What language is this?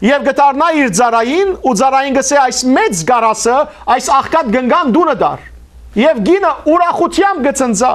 Western Armenian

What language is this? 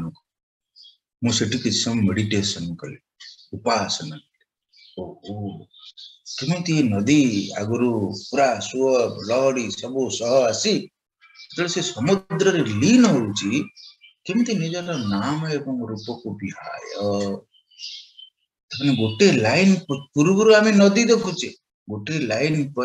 Odia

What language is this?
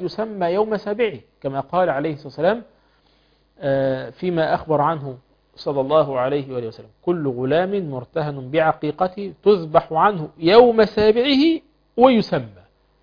Arabic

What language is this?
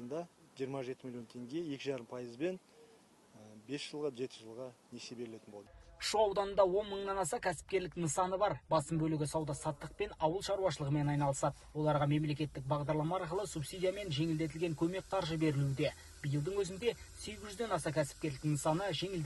Kazakh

